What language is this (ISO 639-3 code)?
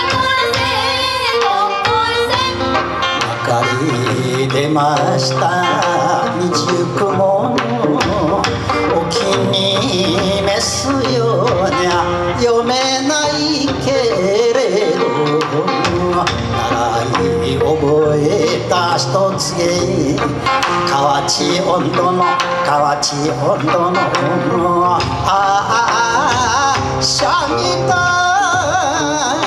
jpn